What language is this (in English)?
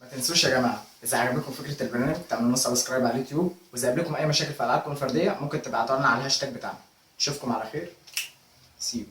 Egyptian Arabic